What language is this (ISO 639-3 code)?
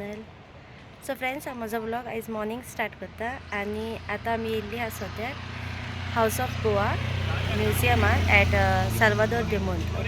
kok